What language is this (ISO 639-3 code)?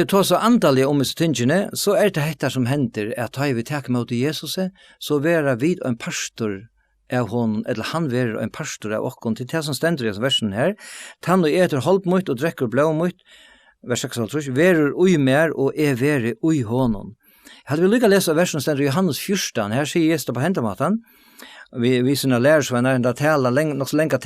fao